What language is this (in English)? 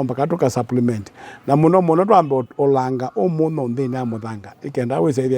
Kamba